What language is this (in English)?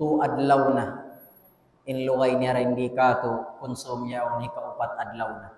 Tausug